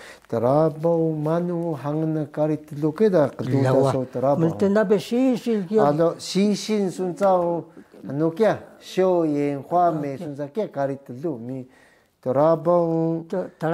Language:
Taroko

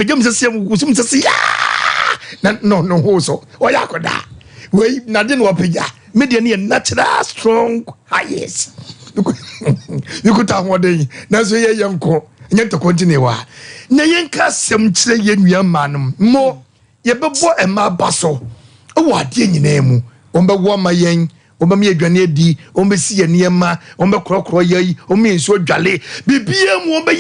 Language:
Akan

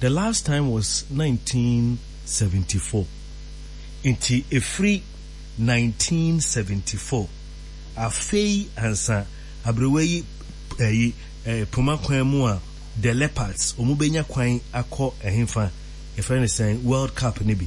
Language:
Akan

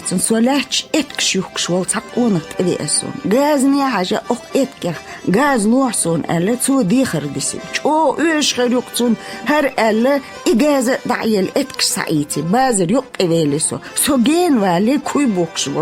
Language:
Chechen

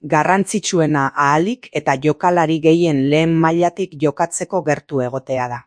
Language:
Basque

